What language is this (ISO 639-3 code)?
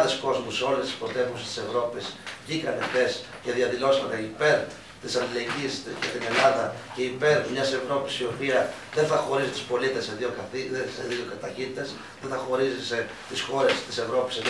ell